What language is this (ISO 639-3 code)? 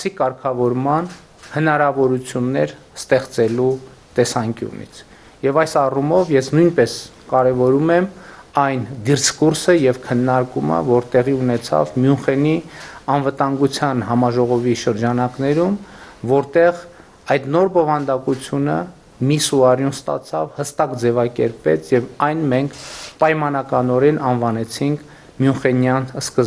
hye